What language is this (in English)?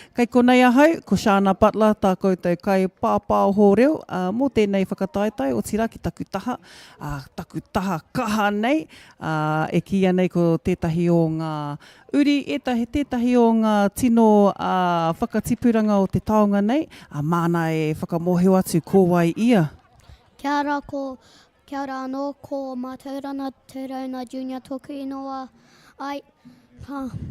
Māori